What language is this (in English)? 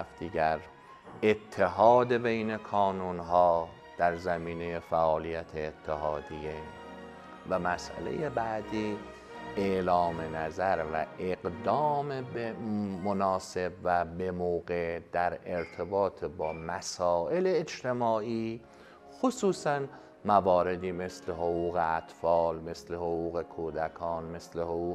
Persian